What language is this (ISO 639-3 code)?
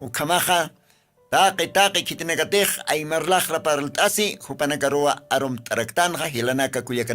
aym